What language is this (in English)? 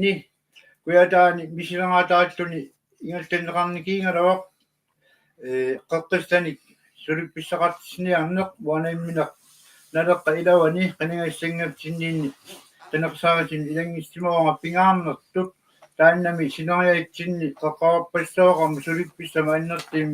Kalaallisut